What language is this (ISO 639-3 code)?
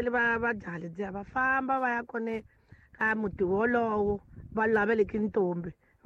tso